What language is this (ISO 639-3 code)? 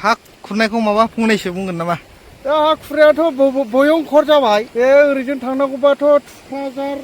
brx